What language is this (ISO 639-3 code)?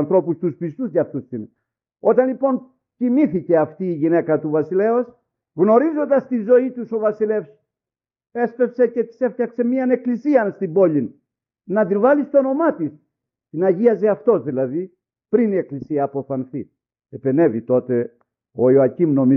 ell